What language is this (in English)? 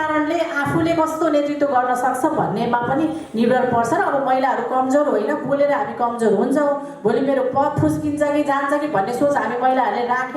Nepali